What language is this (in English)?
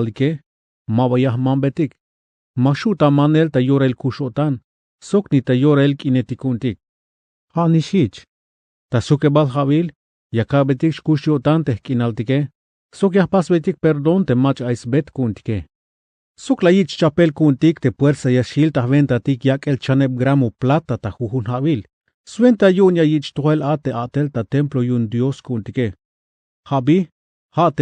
Tzeltal